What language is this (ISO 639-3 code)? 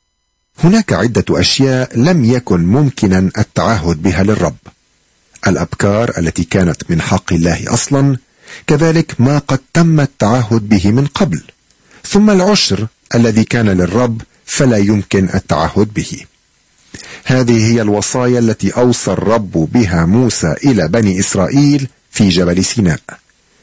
ara